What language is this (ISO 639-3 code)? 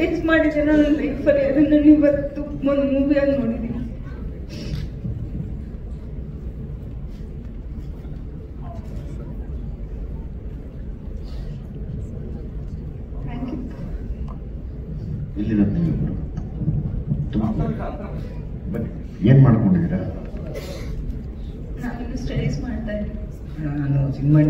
kan